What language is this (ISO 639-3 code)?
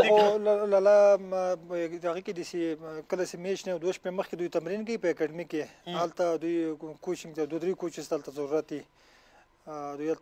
pus